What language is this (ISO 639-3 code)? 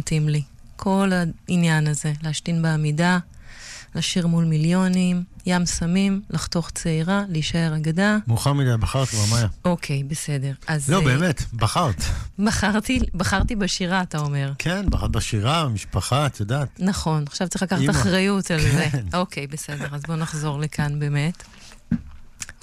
heb